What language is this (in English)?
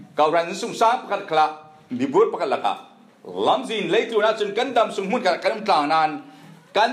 Falam Chin